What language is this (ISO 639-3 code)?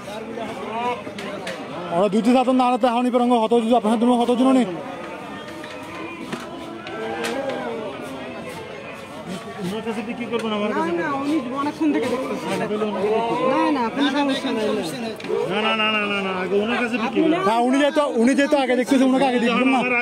ben